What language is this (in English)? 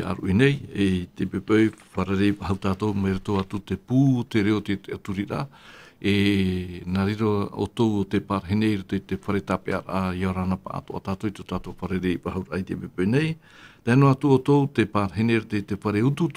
Tahitian